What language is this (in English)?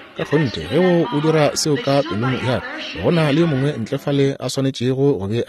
Northern Sotho